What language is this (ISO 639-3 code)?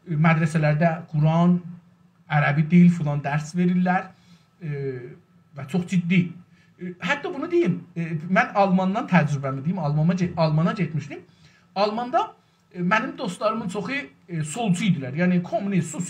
azb